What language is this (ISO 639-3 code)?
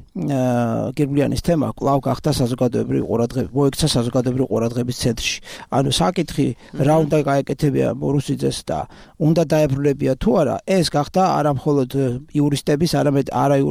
kat